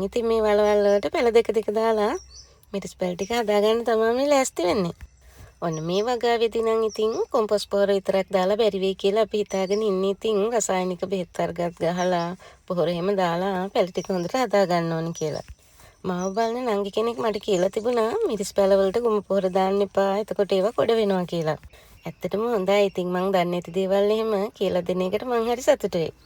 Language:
Sinhala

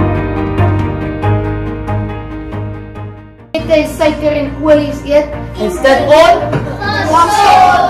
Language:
Afrikaans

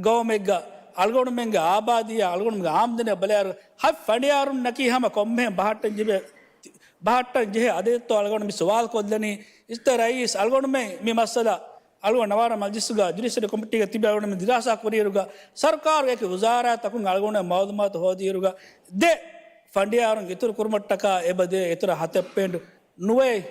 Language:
Divehi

